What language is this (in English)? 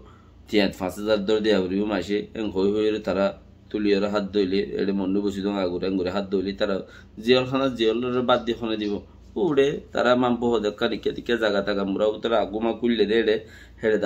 Rohingya